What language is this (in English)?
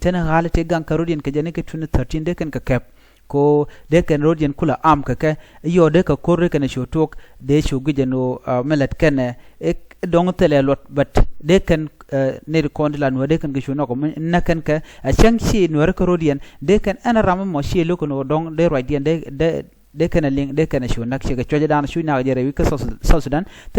Nuer